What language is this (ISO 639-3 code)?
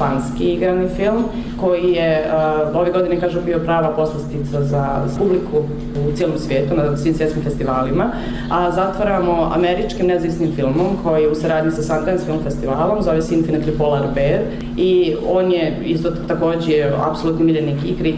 bos